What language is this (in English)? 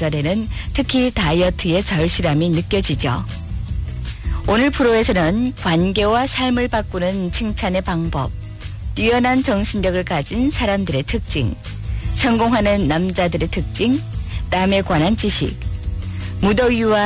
Korean